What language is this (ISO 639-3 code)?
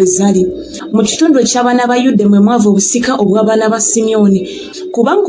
lug